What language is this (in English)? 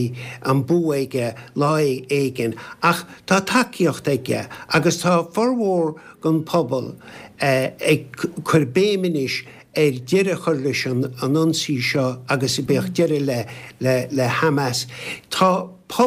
Irish